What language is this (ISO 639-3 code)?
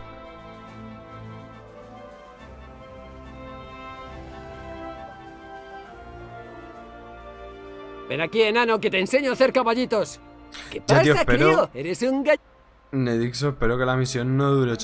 spa